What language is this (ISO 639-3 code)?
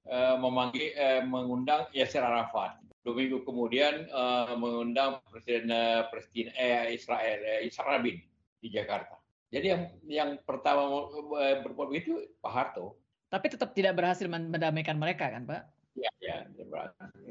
ind